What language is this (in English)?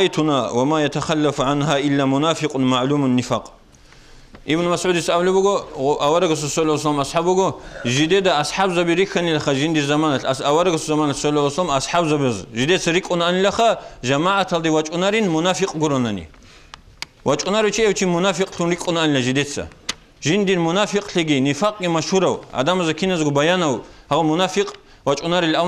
Avaric